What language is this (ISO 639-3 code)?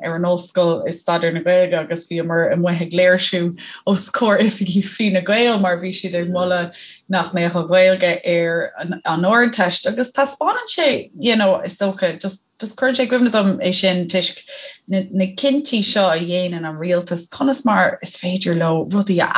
gle